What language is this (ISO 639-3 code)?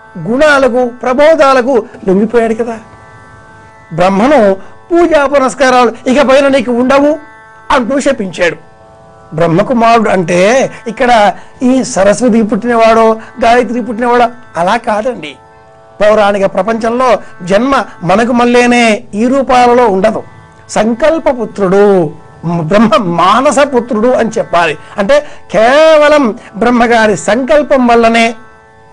tel